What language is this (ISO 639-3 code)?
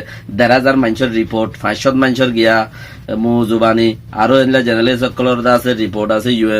rhg